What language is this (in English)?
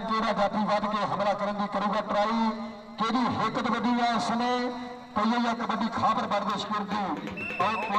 Punjabi